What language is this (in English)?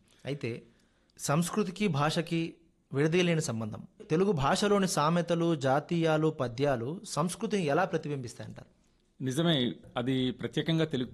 Telugu